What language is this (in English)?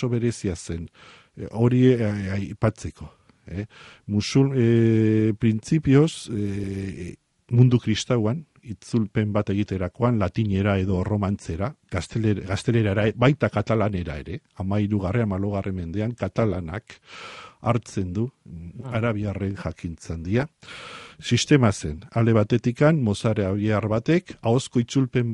Basque